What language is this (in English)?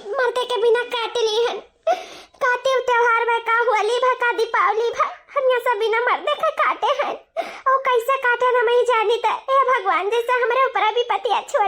Awadhi